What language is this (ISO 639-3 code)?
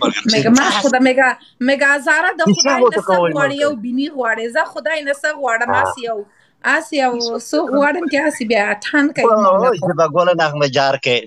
pus